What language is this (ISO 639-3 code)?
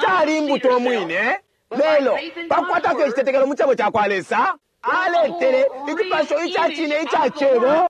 bem